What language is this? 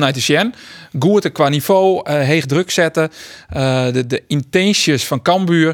Western Frisian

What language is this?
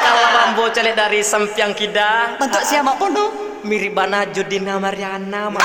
Minangkabau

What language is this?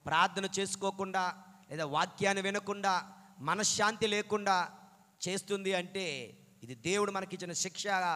Telugu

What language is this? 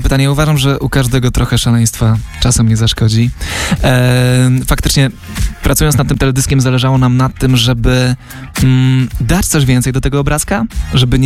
Polish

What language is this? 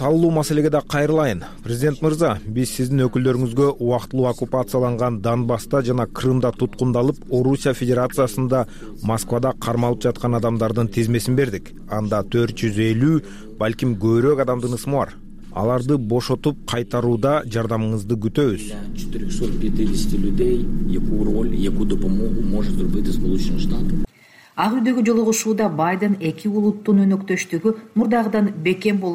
Kyrgyz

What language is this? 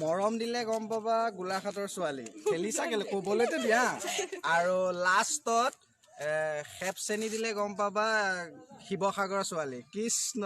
Assamese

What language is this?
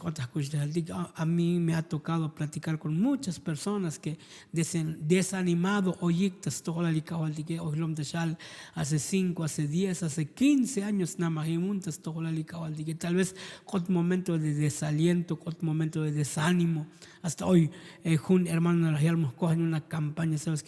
Tzotzil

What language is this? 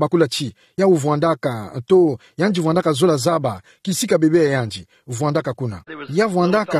Kituba (Democratic Republic of Congo)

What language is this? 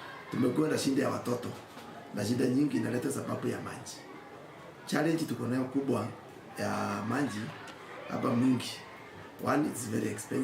Kamba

